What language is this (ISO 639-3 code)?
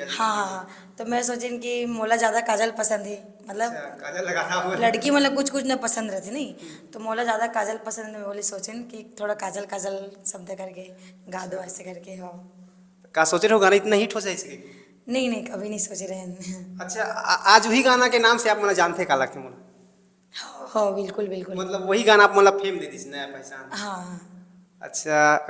hne